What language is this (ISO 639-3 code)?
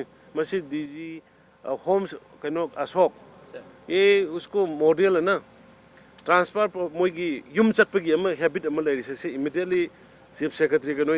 mni